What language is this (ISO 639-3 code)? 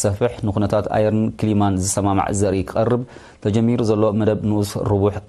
tir